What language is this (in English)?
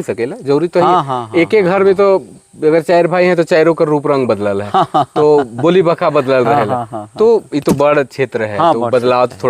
Sadri